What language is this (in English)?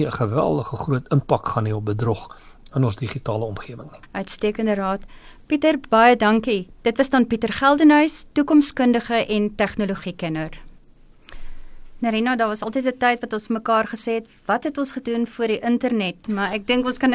Afrikaans